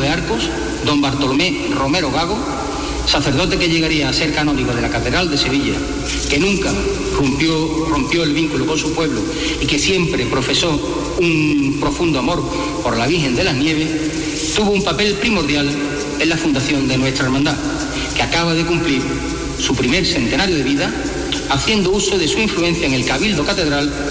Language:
Spanish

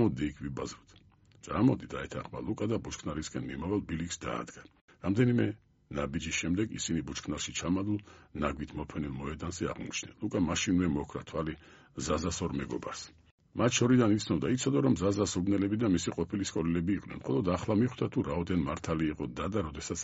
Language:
Georgian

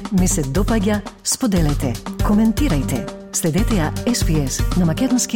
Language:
Macedonian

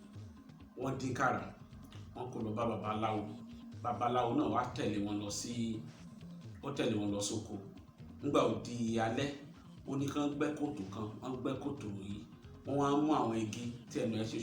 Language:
Yoruba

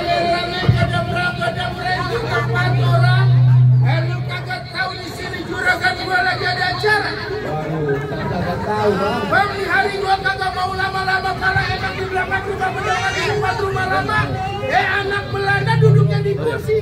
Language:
Betawi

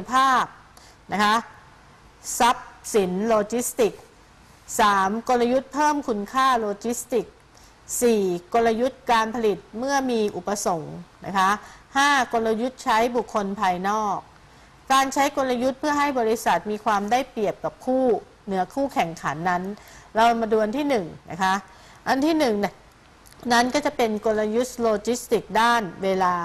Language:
Thai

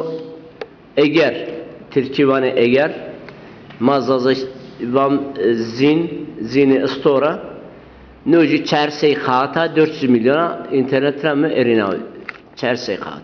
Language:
Zaza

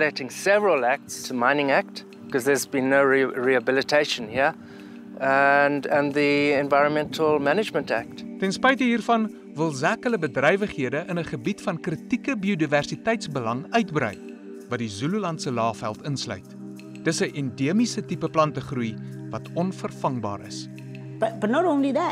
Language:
Afrikaans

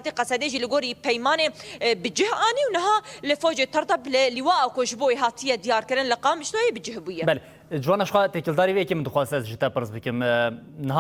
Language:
Kurdish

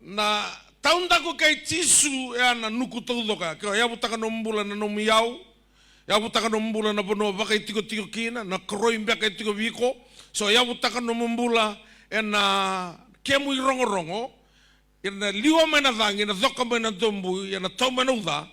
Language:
Fijian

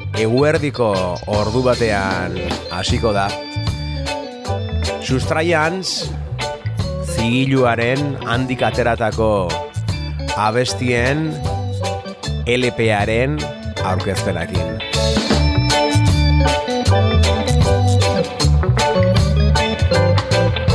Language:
Basque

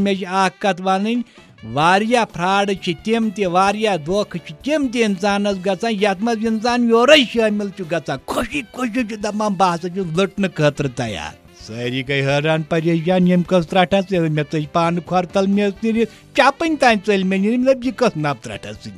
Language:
Kashmiri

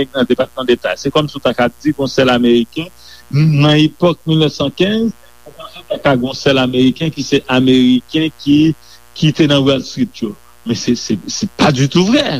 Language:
Haitian Creole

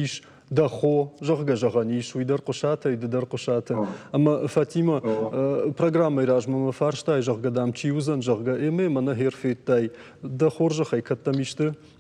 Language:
Ossetic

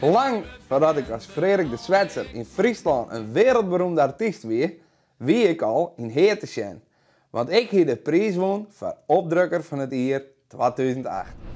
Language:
Western Frisian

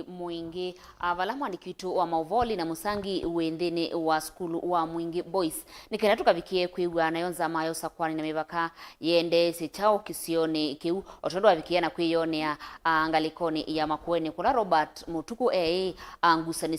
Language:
Kamba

